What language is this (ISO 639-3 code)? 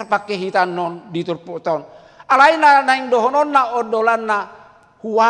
bbc